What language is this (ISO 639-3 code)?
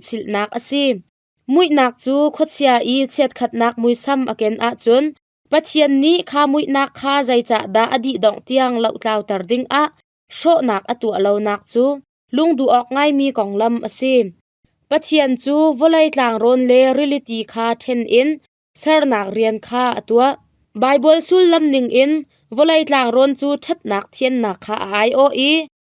cnh